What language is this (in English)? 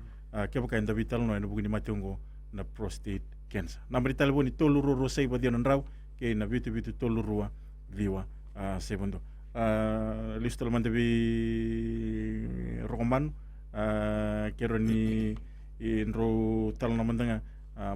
Fijian